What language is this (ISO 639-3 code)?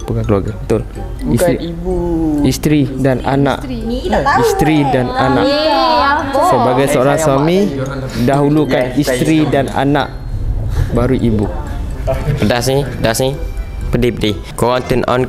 msa